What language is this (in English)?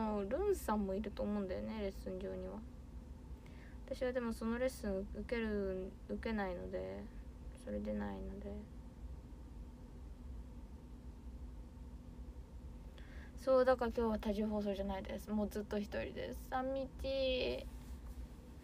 Japanese